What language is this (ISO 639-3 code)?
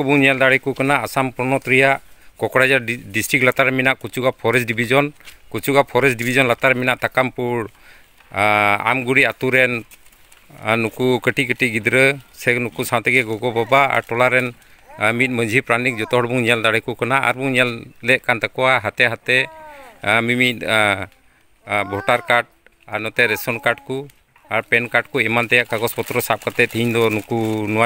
sat